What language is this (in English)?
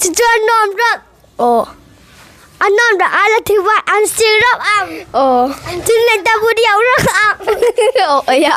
Hmar